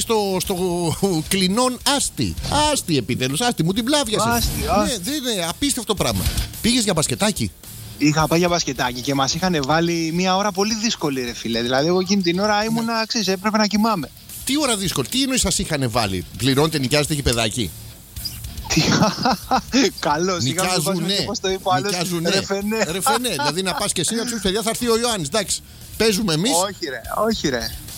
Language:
Greek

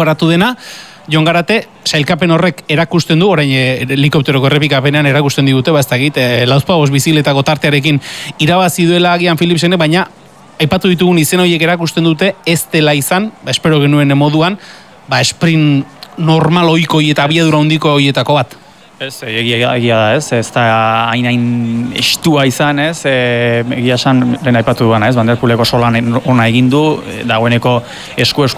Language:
Basque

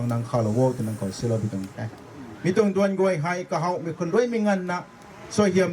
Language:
Rongmei Naga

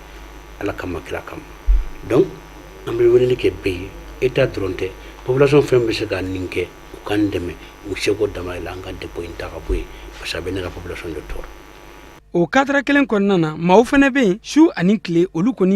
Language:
Bambara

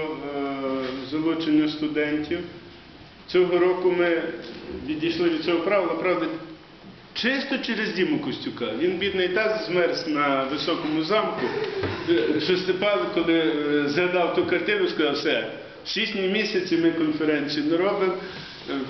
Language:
Ukrainian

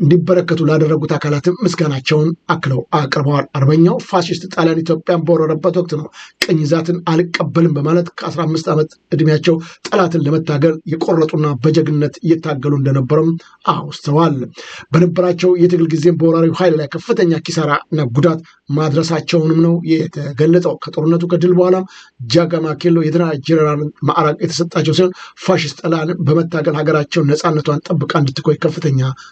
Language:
Amharic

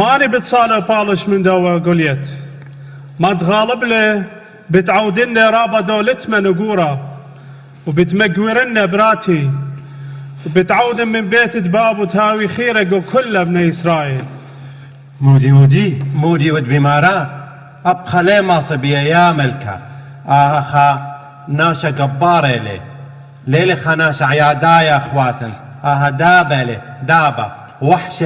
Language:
Assyrian Neo-Aramaic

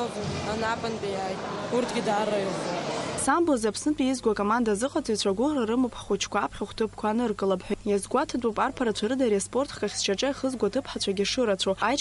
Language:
Abkhazian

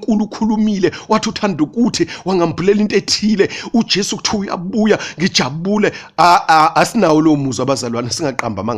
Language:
Zulu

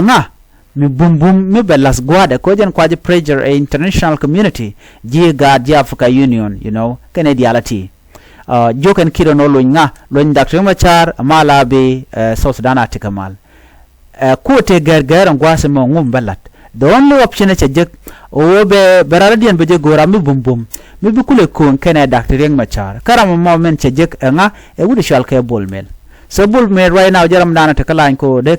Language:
Nuer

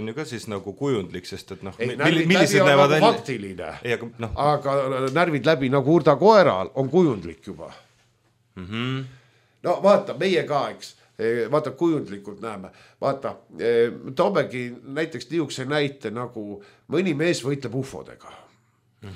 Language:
Estonian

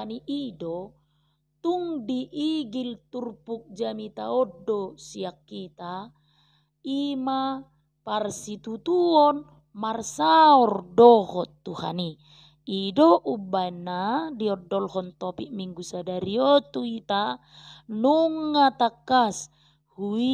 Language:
Batak Toba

